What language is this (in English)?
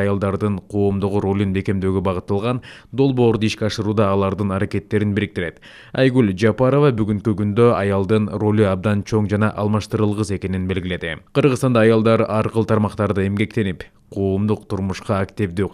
Kyrgyz